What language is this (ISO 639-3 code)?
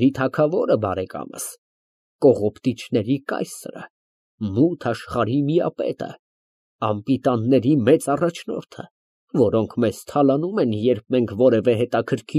hye